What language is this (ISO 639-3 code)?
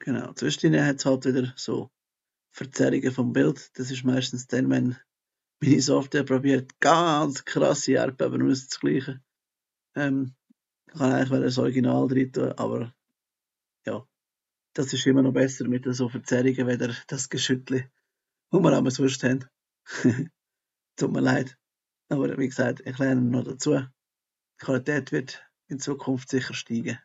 gsw